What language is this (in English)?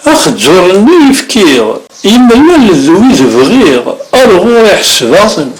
Kabyle